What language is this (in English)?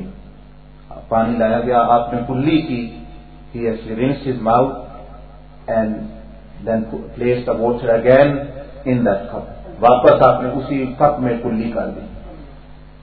Urdu